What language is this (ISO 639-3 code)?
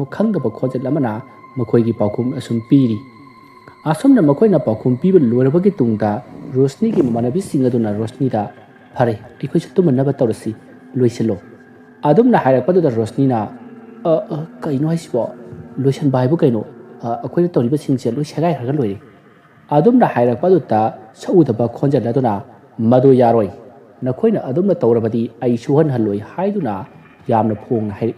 mni